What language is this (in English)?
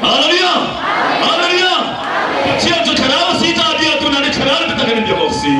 Hakha Chin